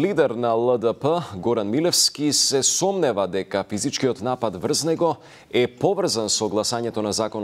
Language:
Macedonian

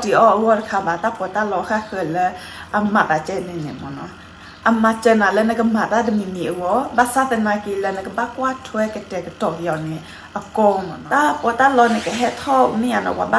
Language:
S'gaw Karen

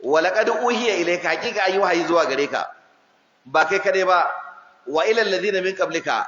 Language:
Hausa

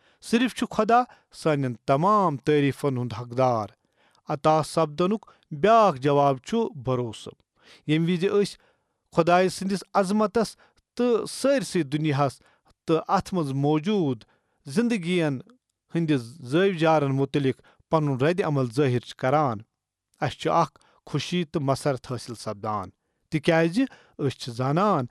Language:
Kashmiri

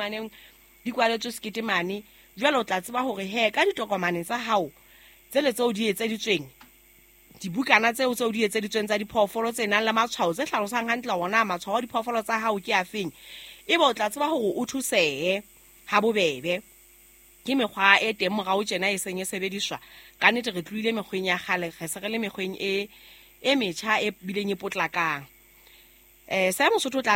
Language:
Southern Sotho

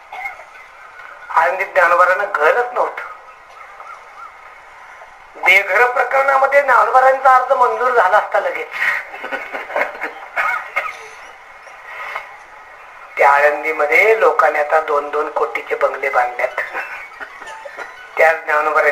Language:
Marathi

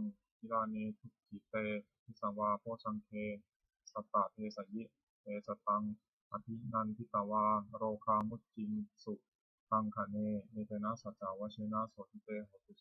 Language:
Pali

